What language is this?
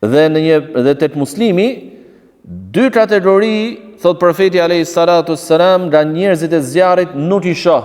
Albanian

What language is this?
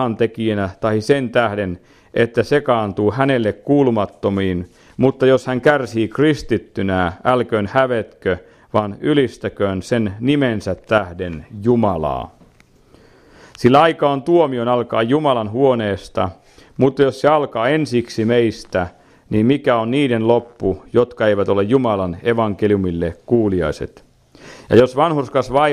Finnish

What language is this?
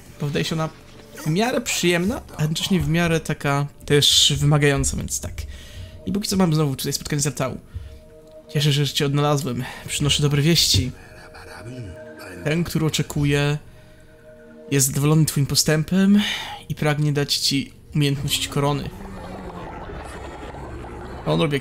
Polish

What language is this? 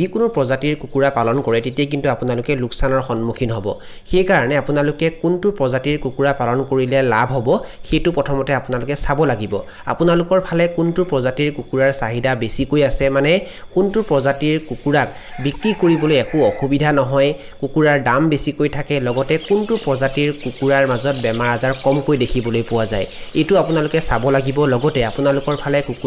Assamese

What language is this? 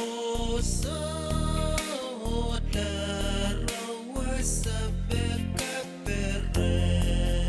Pohnpeian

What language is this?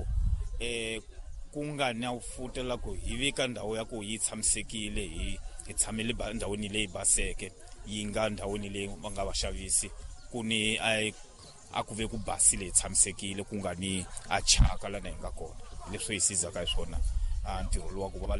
Tsonga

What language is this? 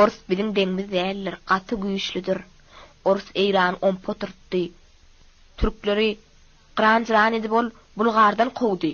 Turkmen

